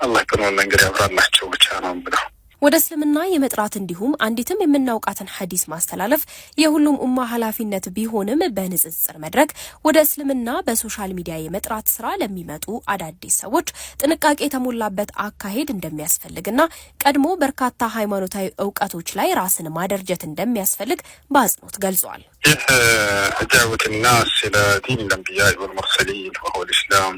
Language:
Amharic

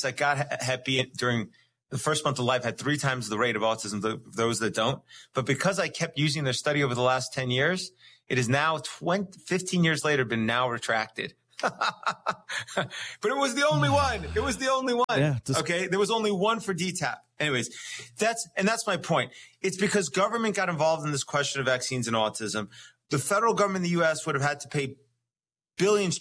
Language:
English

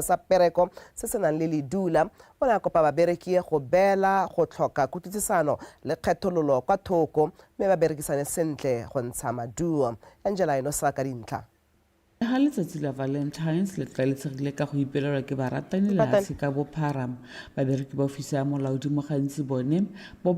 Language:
Tswana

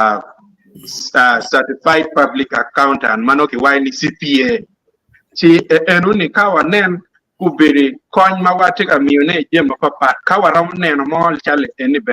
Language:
Acoli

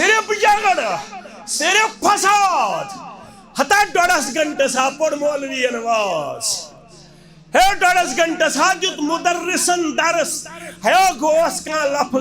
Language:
Kashmiri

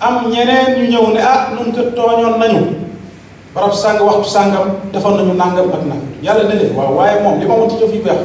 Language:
Wolof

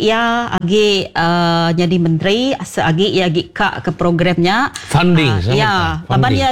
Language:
Iban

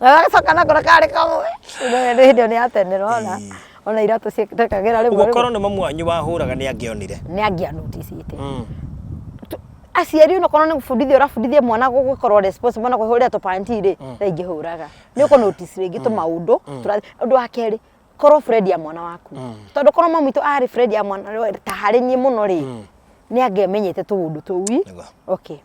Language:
Kikuyu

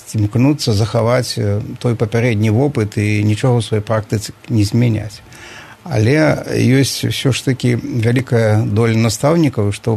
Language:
Belarusian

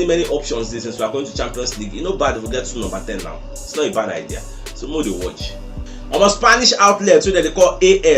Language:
Nigerian Pidgin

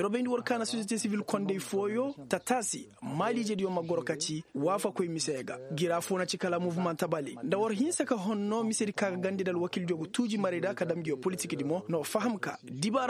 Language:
Koyraboro Senni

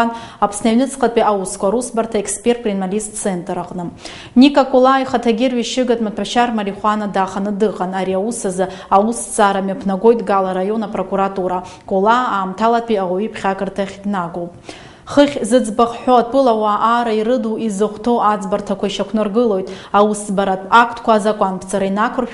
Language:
Abkhazian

